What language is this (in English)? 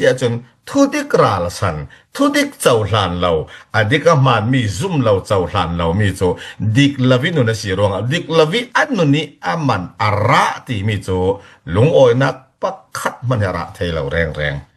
Falam Chin